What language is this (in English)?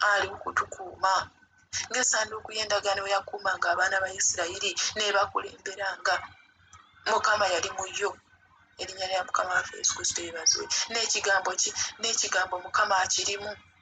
Ganda